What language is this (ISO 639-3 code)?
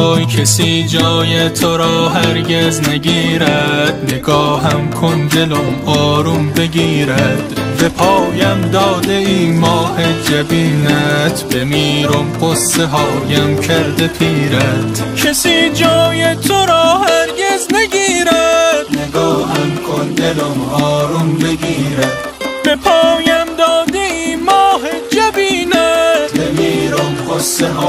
tgk